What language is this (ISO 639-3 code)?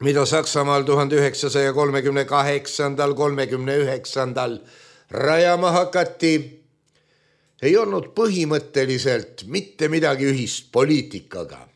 est